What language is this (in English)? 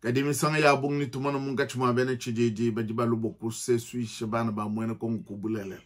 Luba-Lulua